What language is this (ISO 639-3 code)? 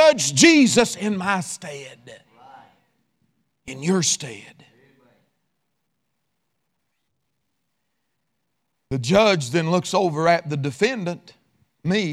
eng